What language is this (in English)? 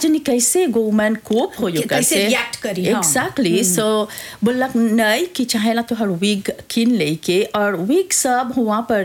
Bhojpuri